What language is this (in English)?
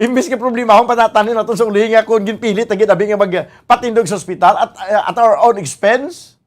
Hiligaynon